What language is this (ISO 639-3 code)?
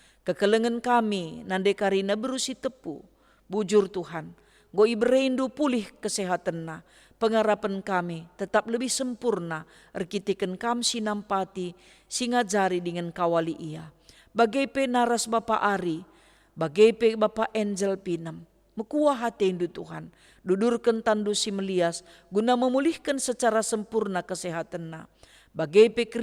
btx